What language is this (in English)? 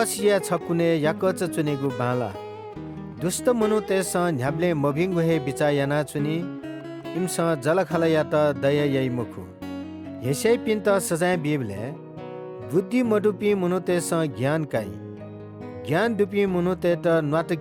Newari